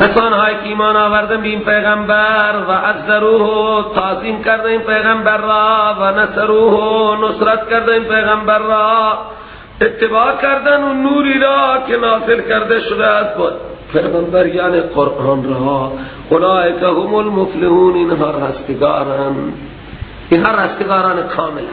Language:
Persian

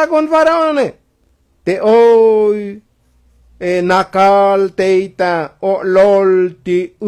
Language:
Tzotzil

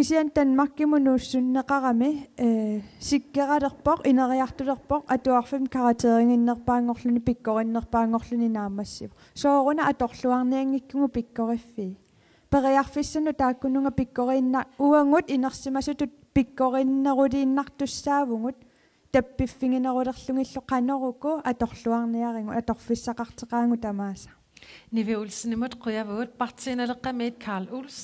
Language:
Kalaallisut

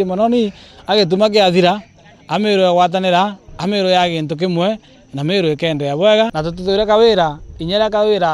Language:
Meru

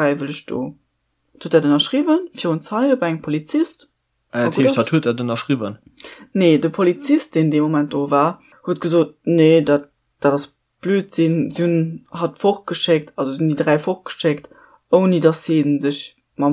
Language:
Luxembourgish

